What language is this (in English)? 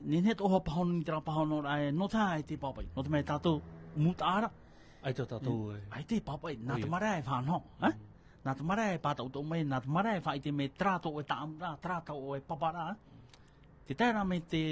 Tahitian